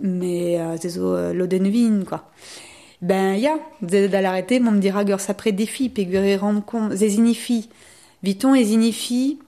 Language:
Breton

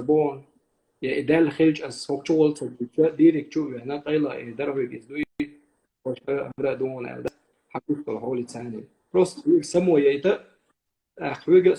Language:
Chechen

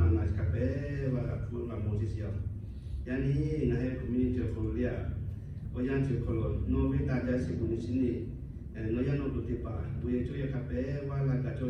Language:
Lahu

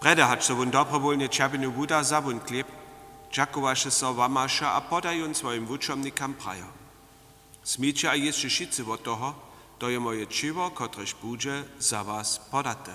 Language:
Upper Sorbian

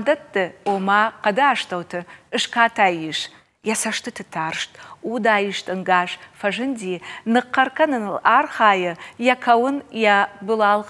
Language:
Ossetic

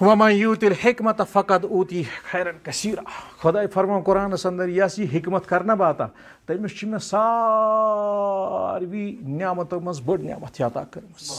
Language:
Kashmiri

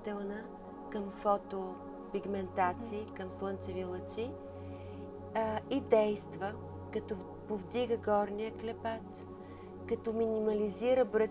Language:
Bulgarian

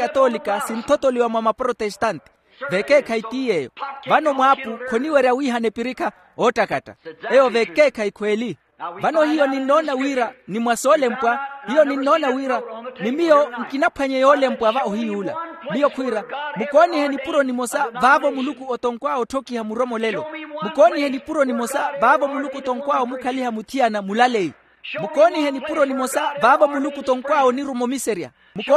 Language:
Makhuwa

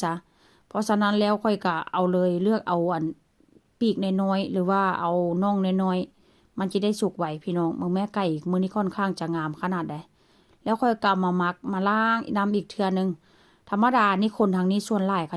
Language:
Lao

